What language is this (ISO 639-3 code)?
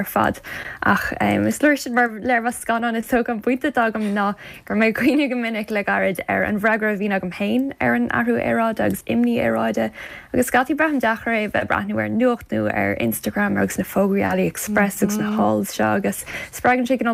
gle